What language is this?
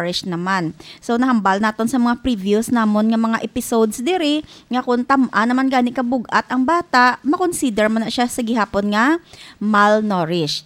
Hiligaynon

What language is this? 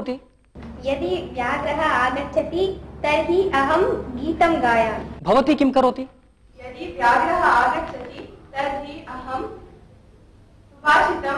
Sanskrit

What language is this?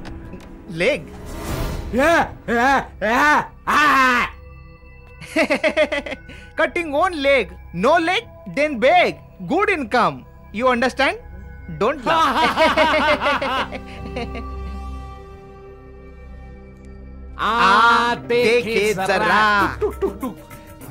Hindi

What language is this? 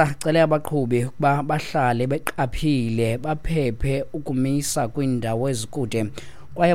Xhosa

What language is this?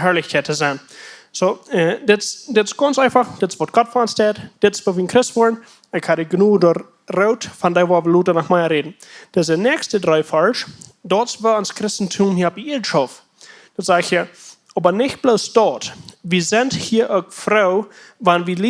Plautdietsch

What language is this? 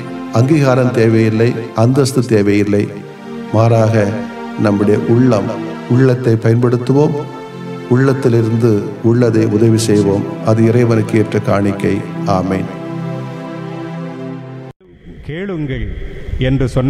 Tamil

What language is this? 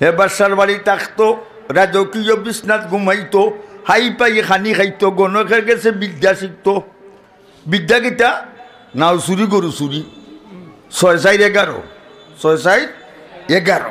Sylheti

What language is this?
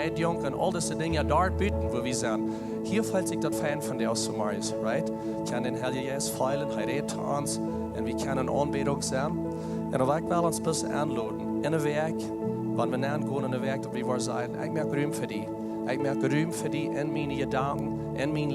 Plautdietsch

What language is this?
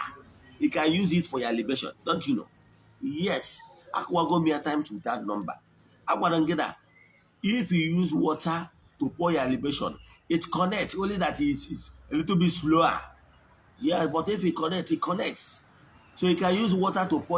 Igbo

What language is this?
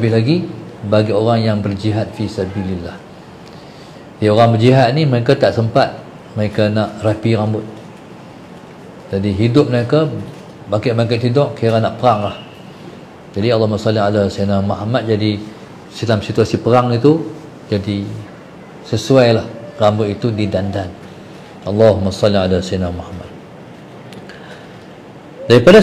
Malay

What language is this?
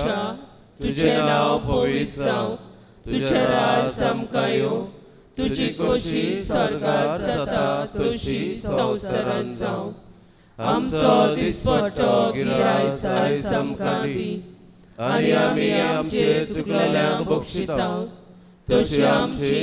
Konkani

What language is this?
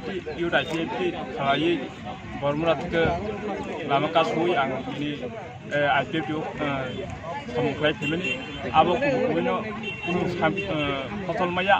Kok Borok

